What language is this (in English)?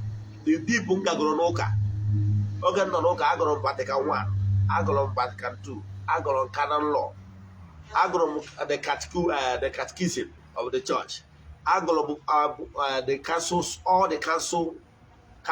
Igbo